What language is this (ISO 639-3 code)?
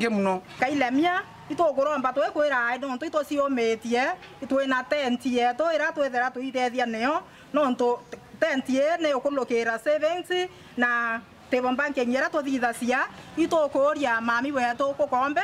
mer